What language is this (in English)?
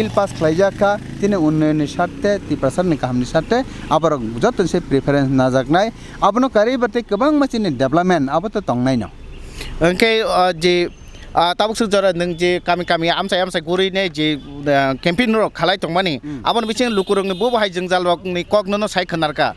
Kok Borok